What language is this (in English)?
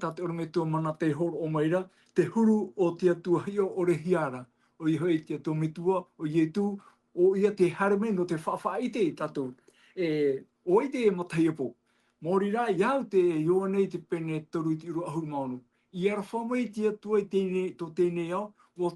Tahitian